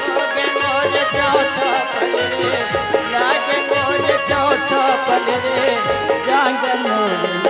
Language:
Chhattisgarhi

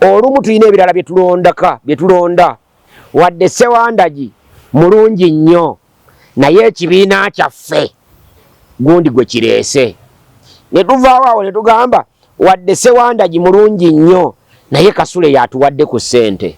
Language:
Ganda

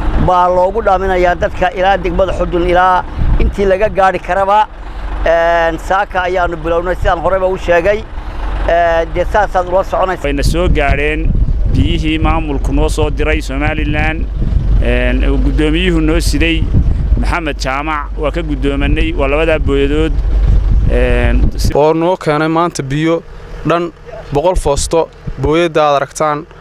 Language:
Somali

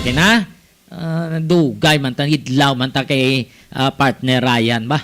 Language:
Hiligaynon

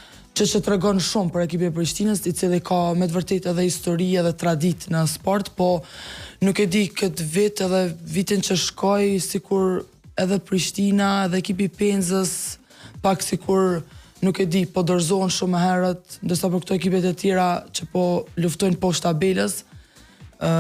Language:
Albanian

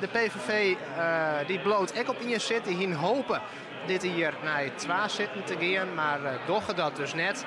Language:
Western Frisian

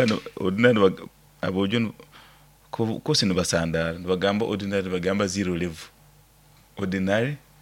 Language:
Nyoro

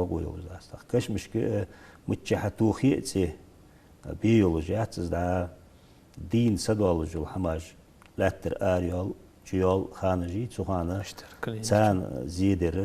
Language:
Ingush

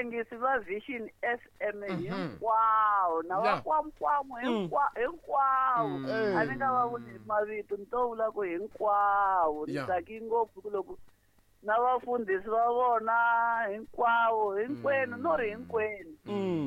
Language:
Tsonga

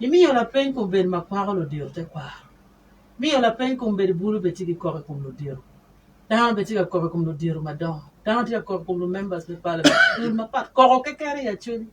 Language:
Acoli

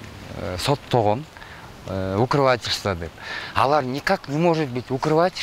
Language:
Kyrgyz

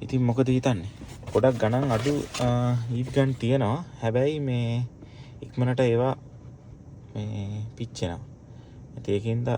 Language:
Sinhala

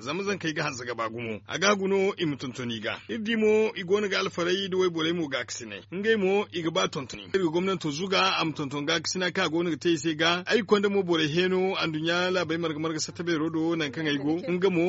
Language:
Zarma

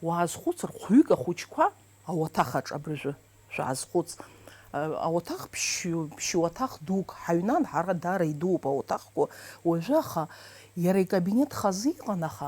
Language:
Abkhazian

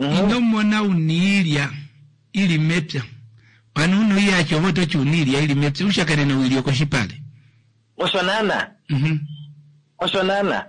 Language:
Kuanyama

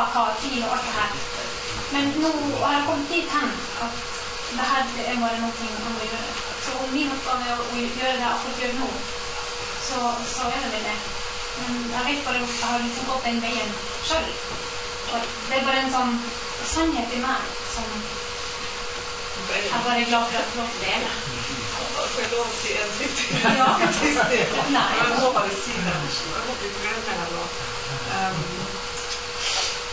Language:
Norwegian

